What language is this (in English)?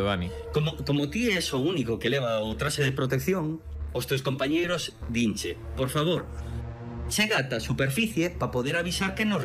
Galician